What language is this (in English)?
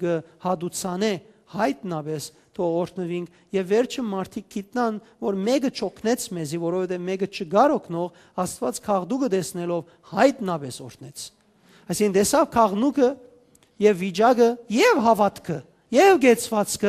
Western Armenian